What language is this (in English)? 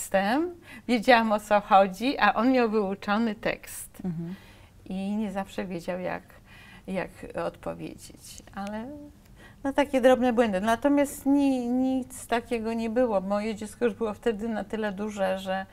Polish